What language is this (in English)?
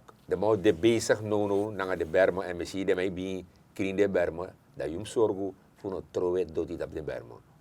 Sranan Tongo